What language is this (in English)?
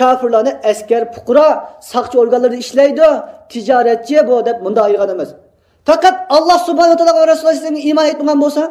Uyghur